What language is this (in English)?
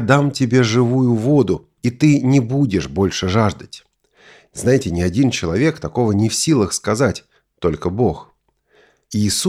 Russian